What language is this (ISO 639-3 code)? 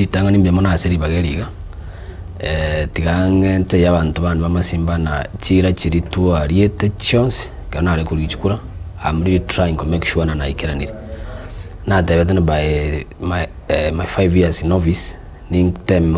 guz